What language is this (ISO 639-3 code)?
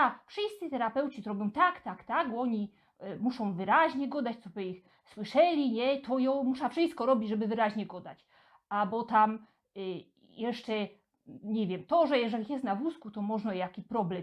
szl